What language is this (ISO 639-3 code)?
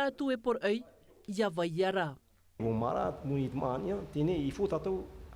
tah